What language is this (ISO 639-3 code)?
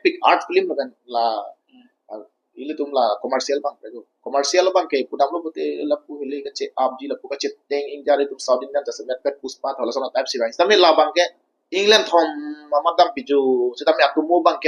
mjw